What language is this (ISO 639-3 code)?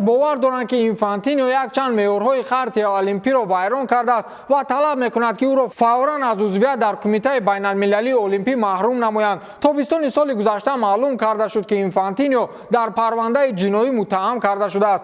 tgk